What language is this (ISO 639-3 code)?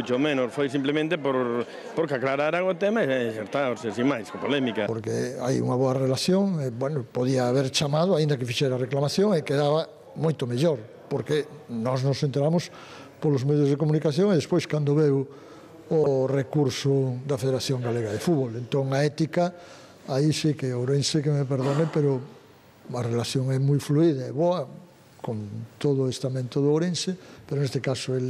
glg